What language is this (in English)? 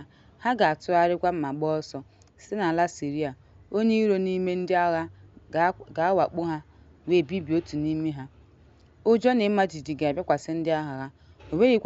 Igbo